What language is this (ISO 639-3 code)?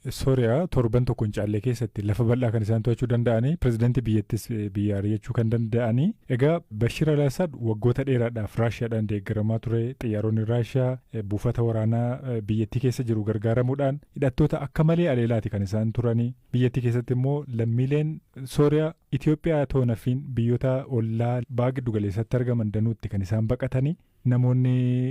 orm